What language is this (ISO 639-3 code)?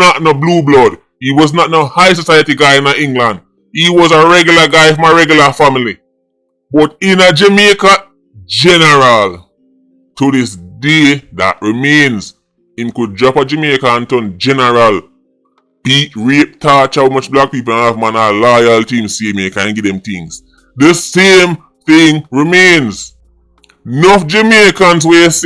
jam